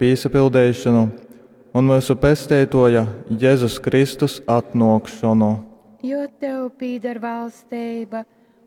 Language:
Latgalian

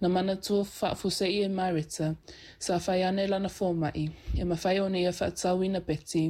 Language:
Samoan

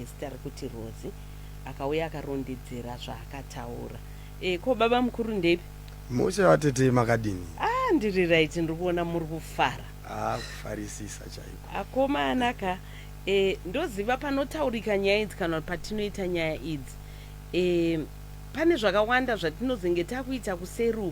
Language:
Shona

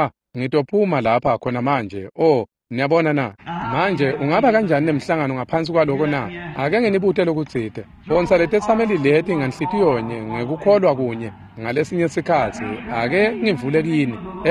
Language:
Swati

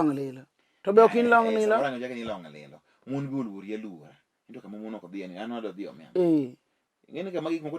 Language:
Luo (Kenya and Tanzania)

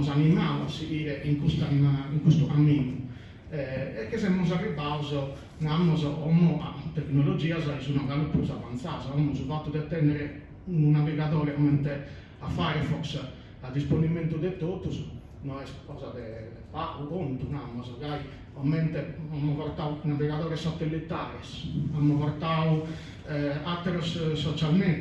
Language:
Sardinian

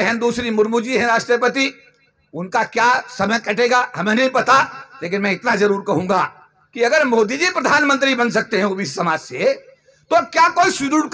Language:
Hindi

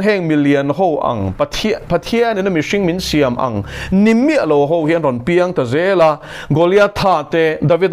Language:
Mizo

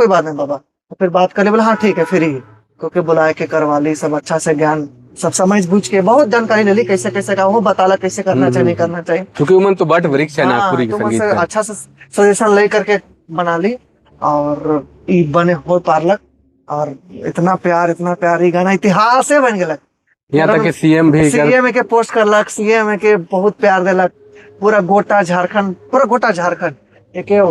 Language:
Sadri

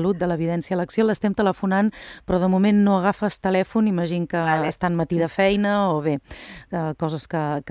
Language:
Catalan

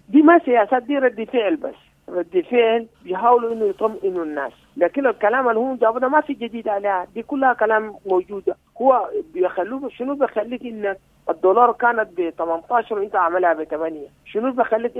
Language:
Sudanese Arabic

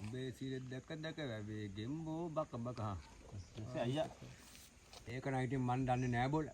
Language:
Sinhala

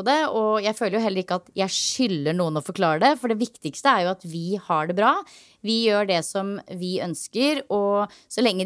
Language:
Norwegian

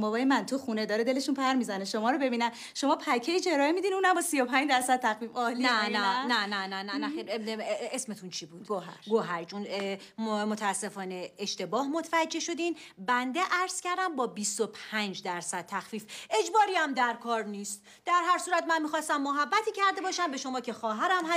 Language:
Persian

